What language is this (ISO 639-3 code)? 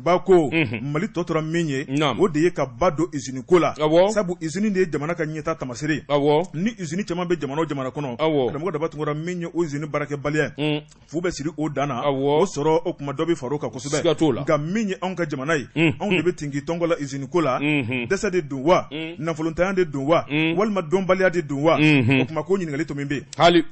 bam